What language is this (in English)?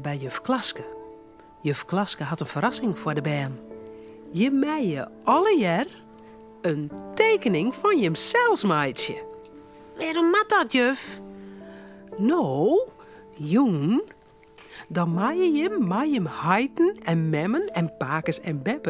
Western Frisian